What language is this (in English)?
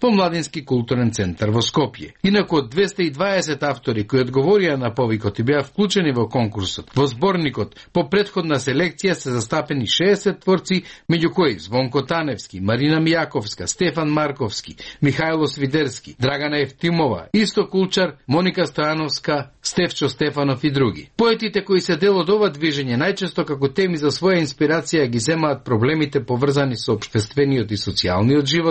Macedonian